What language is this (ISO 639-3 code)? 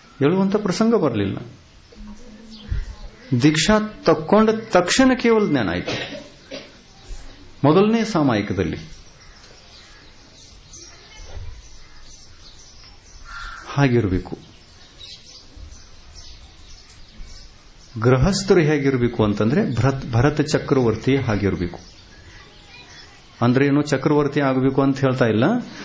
kan